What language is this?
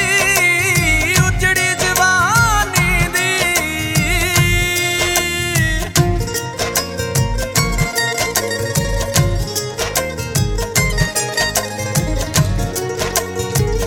Punjabi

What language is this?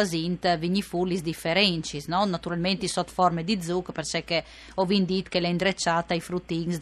Friulian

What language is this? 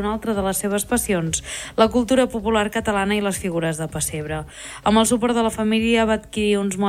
Catalan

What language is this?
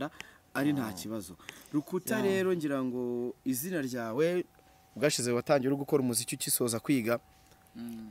Kinyarwanda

